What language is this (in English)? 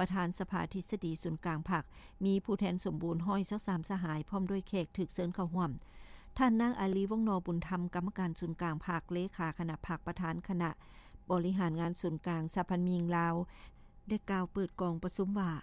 Lao